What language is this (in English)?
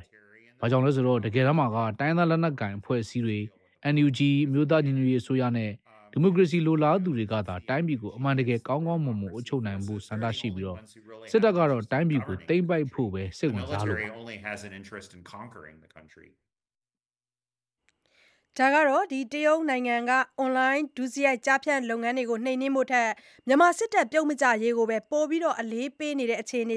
Burmese